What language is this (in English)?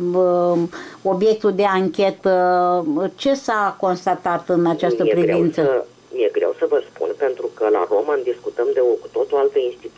Romanian